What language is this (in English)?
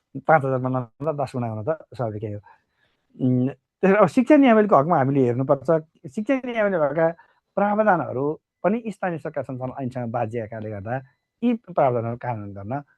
Nepali